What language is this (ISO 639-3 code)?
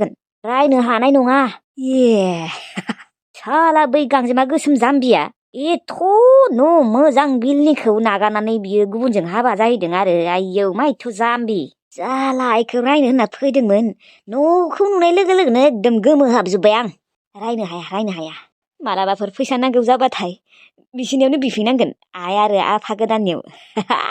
brx